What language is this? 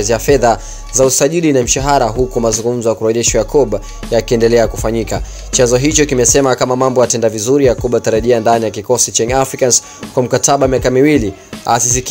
Swahili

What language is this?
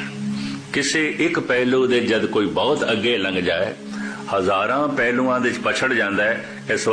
Punjabi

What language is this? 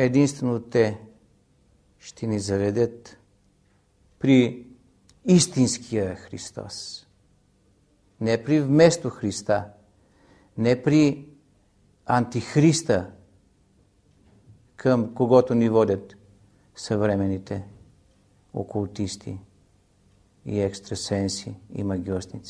Bulgarian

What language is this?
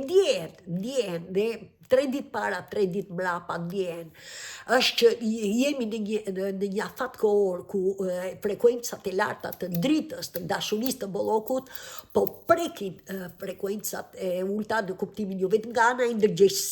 Albanian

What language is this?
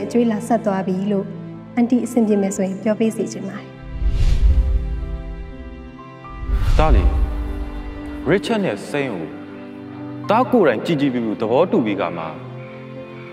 Burmese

